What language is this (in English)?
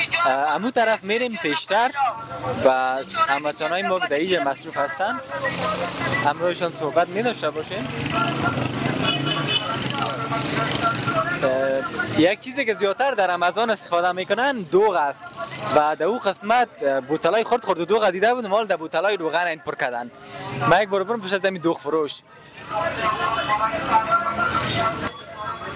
Persian